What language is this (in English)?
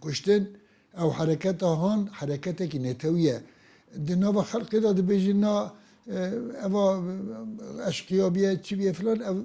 Kurdish